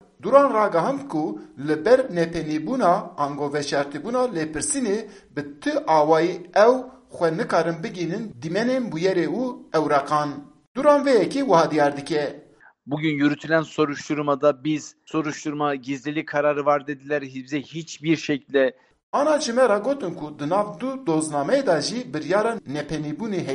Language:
Kurdish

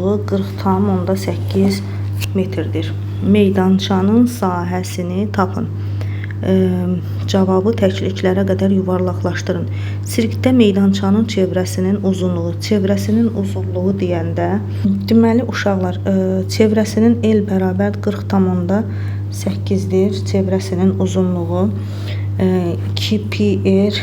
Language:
Azerbaijani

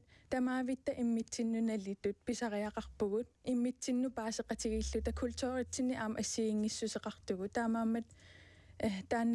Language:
Kalaallisut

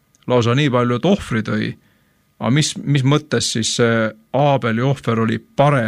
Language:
Estonian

